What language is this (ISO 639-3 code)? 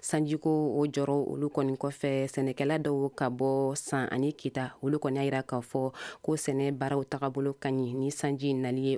bam